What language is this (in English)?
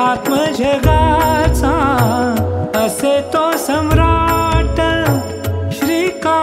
Marathi